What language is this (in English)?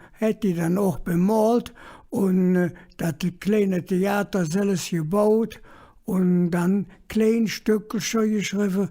Colognian